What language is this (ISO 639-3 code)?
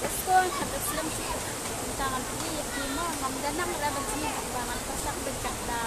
kha